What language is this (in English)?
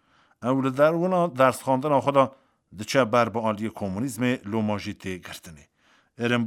Kurdish